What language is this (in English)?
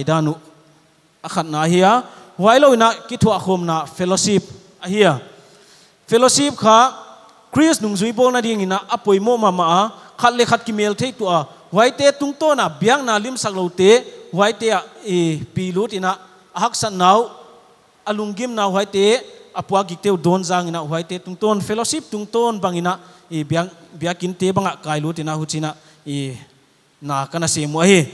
Paite Chin